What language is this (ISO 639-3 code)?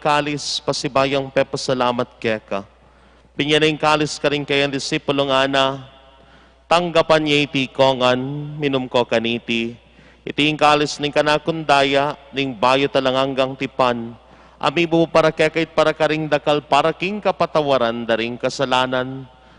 pam